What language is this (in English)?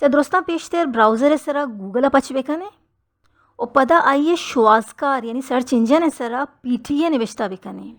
Baluchi